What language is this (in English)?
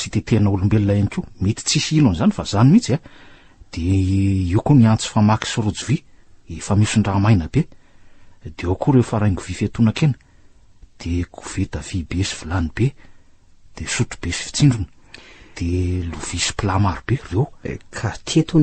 Malagasy